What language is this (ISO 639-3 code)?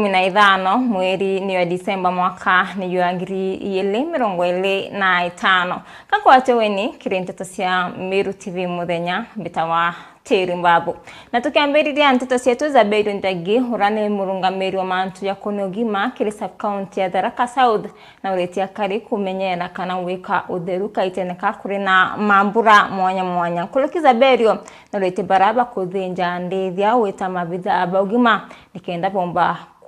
mer